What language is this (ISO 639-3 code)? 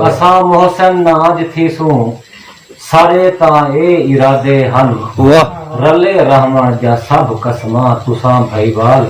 skr